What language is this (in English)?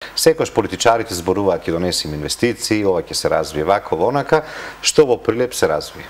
Macedonian